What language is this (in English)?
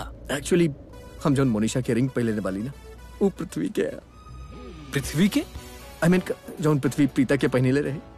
Bhojpuri